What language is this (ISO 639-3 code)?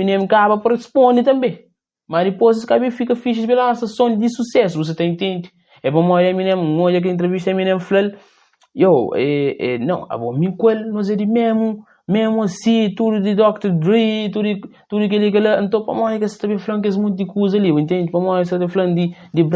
kea